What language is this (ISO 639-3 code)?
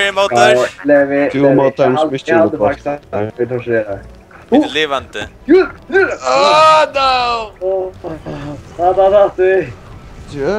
fao